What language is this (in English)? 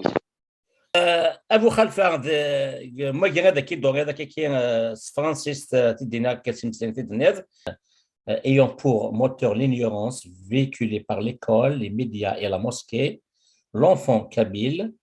Kabyle